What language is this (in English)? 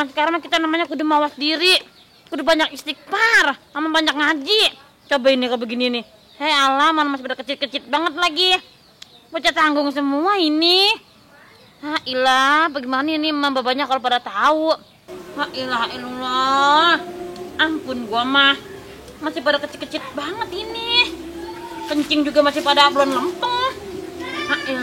Betawi